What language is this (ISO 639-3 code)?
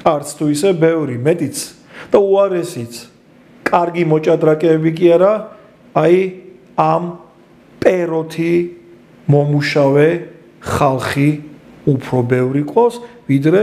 kat